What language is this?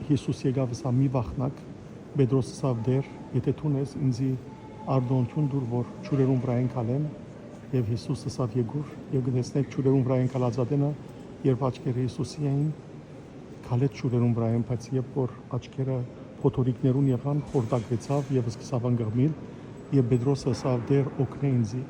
Western Armenian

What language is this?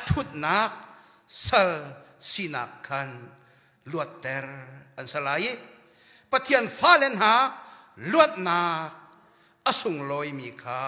Hakha Chin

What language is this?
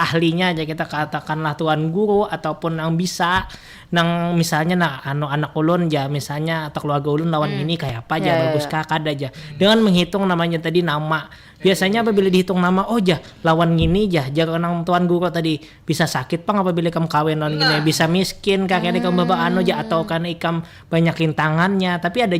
Banjar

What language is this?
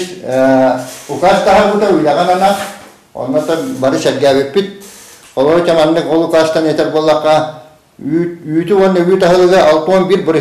Yakut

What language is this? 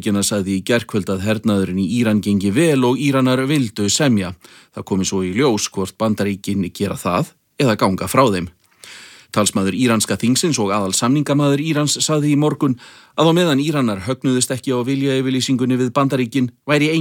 Icelandic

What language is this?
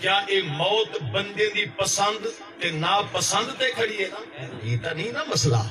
Saraiki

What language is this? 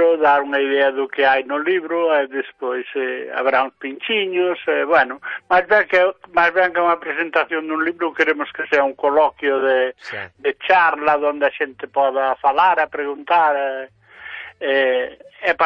Galician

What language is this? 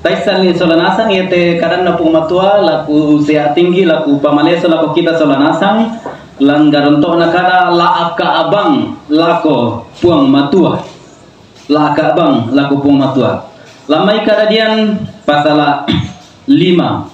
Toraja-Sa'dan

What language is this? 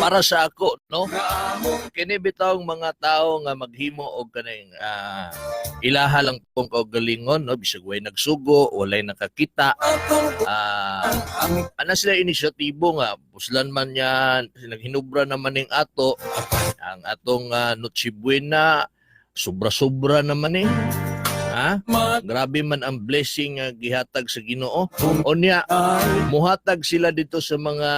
Cebuano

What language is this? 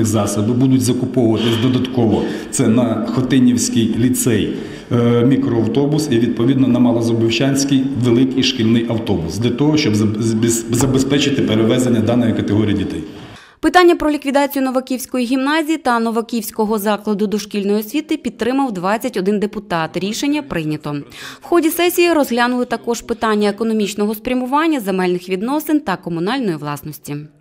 Ukrainian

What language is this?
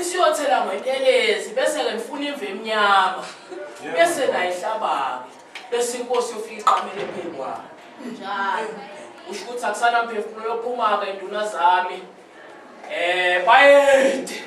Zulu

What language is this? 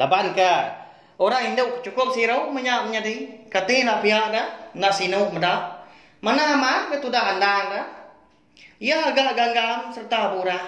Iban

